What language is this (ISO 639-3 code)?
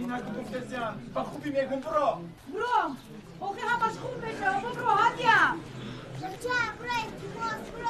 tgk